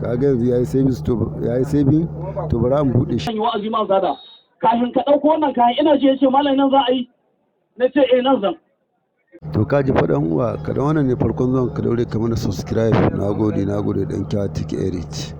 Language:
Hausa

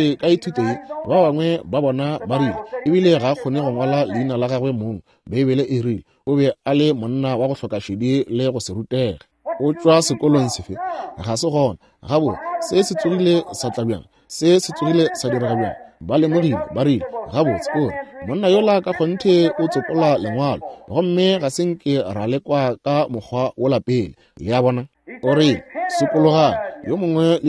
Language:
Northern Sotho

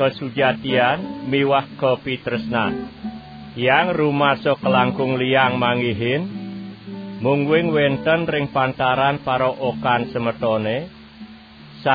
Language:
Balinese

